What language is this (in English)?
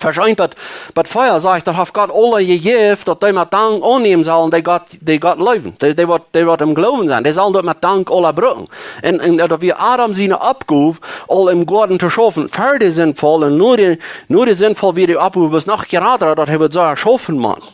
Plautdietsch